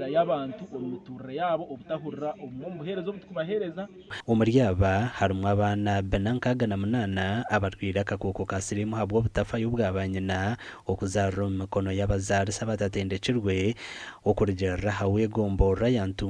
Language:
Nyankole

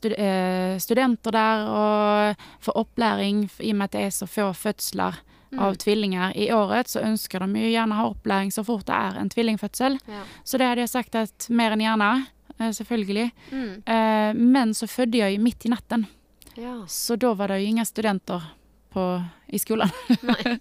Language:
Norwegian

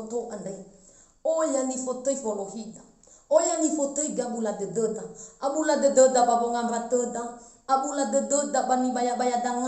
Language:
Nias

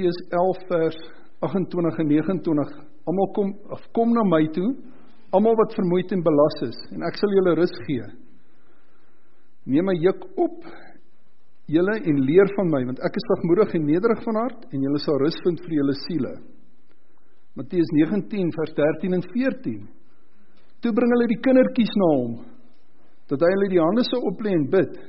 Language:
Afrikaans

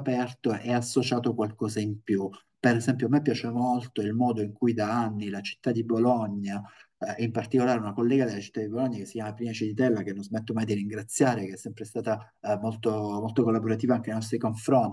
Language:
Italian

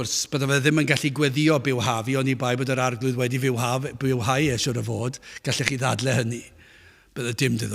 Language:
Welsh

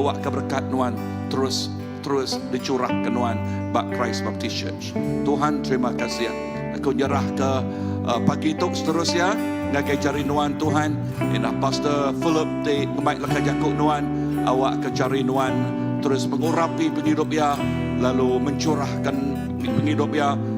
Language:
Iban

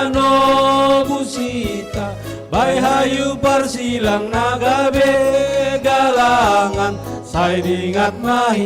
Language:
Batak Simalungun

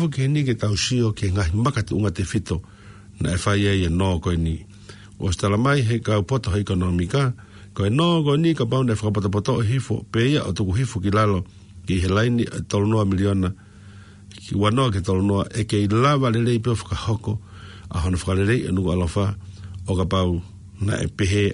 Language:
Tongan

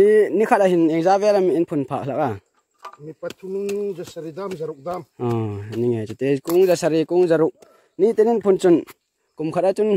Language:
Hmar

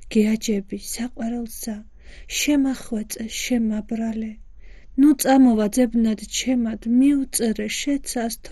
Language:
Georgian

